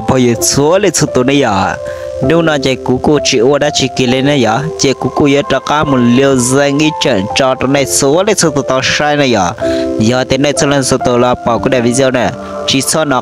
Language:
Hmong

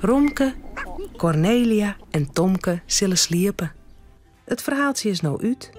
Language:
Western Frisian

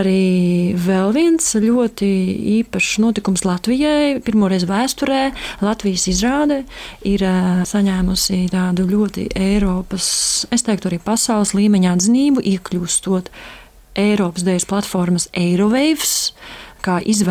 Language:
Latvian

